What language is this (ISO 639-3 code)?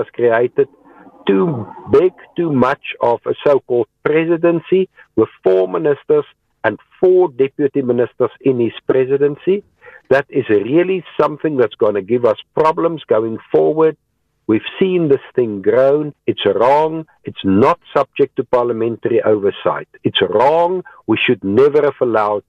eng